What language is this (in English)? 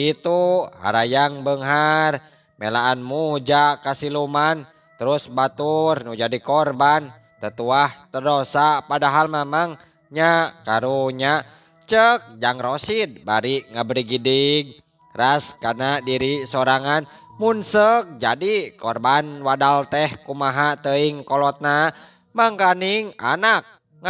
Sundanese